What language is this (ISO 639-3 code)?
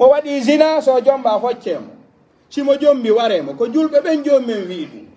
fuf